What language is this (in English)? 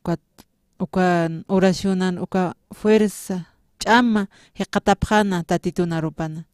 Aymara